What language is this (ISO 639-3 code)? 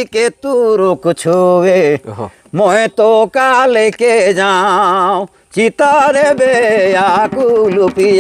sck